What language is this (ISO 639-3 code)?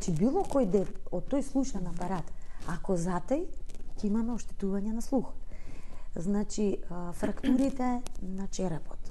mkd